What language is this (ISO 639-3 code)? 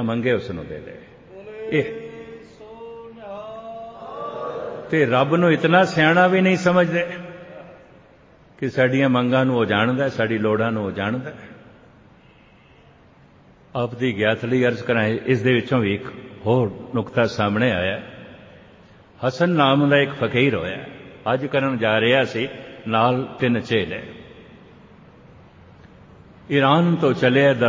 pan